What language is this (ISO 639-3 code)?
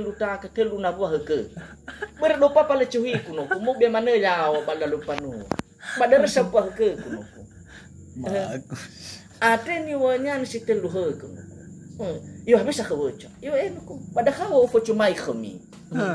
nia